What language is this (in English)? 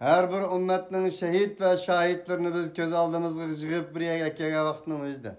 Uyghur